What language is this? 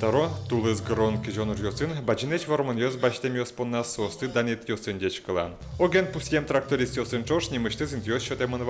Udmurt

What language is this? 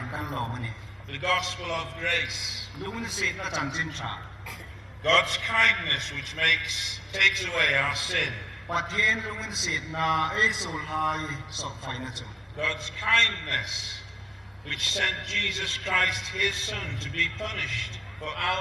Hmar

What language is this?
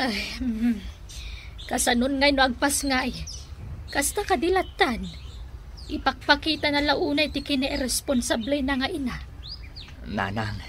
Iloko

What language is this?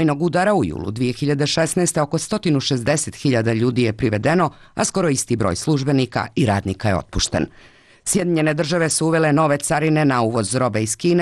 Bosnian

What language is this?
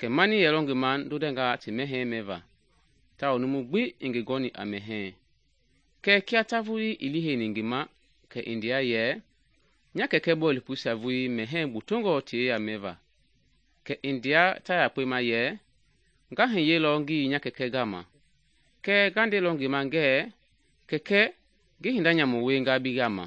Mende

